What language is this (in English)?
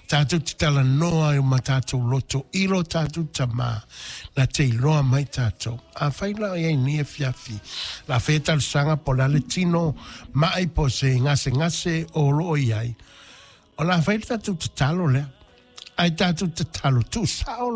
Samoan